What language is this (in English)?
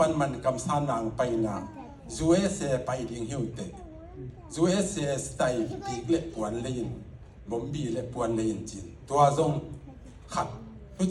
Tedim Chin